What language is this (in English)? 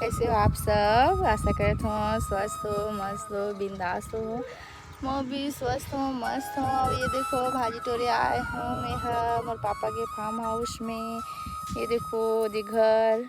Chhattisgarhi